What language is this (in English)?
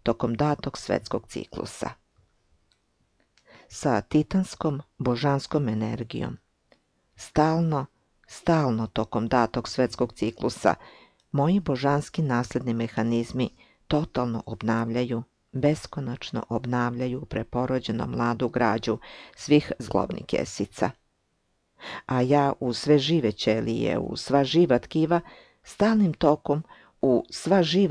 Serbian